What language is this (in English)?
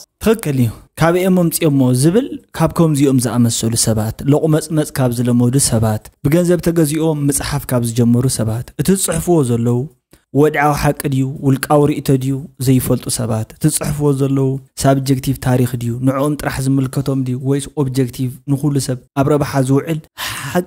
Tigrinya